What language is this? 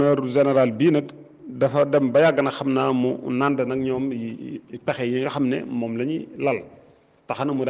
Wolof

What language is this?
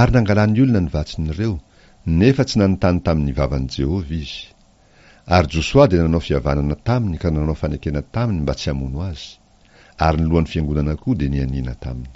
Malagasy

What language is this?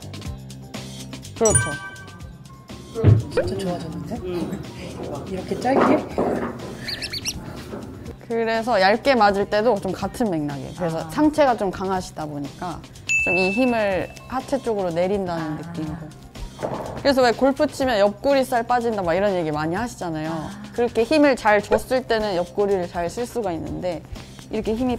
Korean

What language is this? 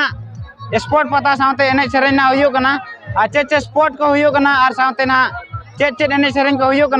Santali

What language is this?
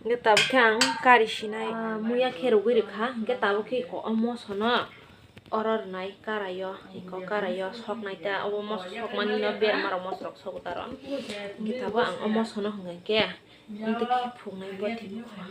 Kok Borok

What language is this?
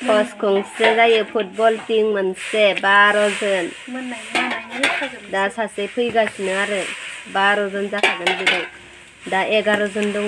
Bodo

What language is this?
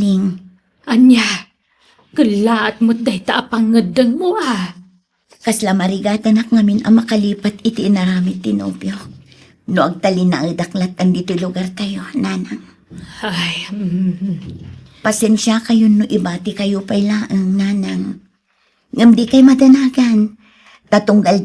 Iloko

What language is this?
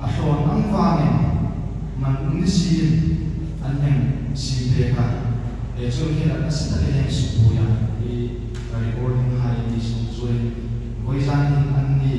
Hmar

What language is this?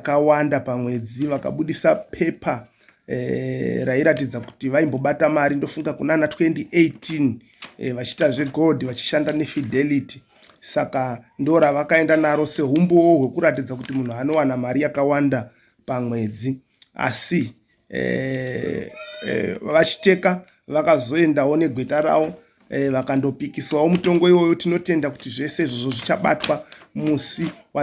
Shona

